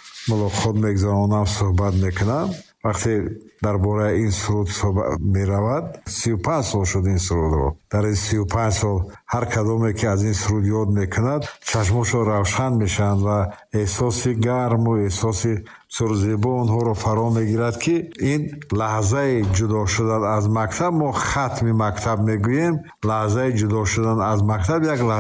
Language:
Tajik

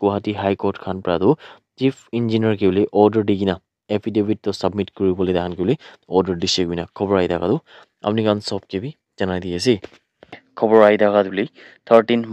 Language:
Naga Pidgin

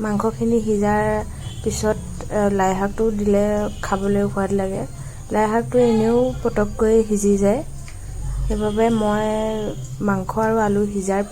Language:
Assamese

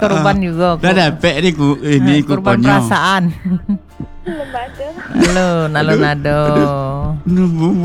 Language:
Indonesian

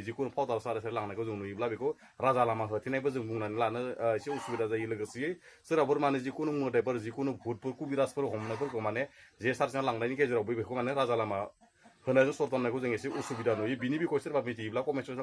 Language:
Bodo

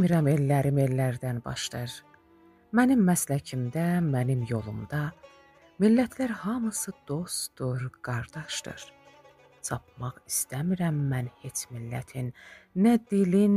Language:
South Azerbaijani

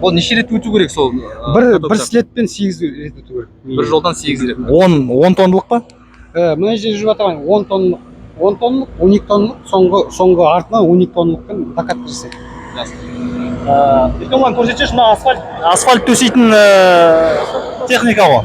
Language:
Kazakh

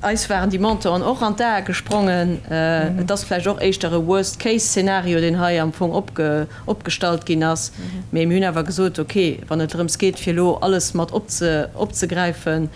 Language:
Luxembourgish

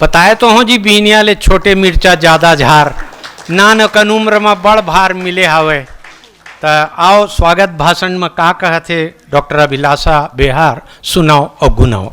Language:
Chhattisgarhi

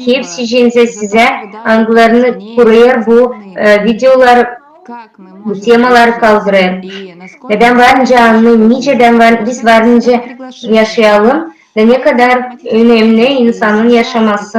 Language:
Gagauz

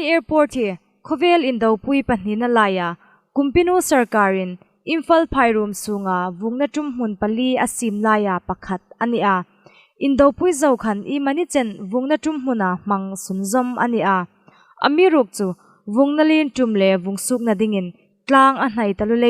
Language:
Hmar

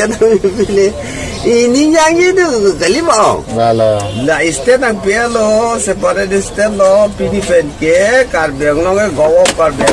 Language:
Karbi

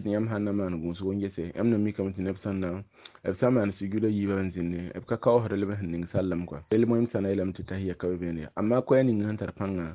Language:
Mossi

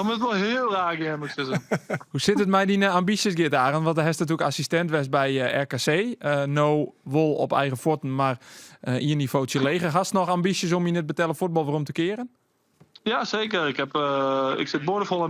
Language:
Western Frisian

